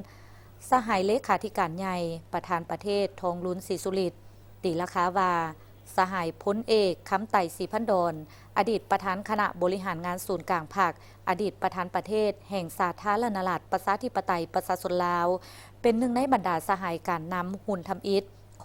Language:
Lao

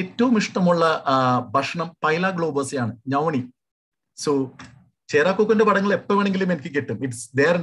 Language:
Malayalam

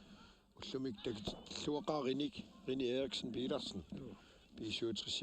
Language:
Kalaallisut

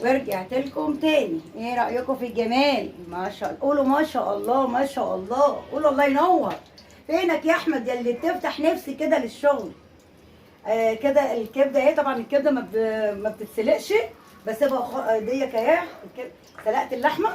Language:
Egyptian Arabic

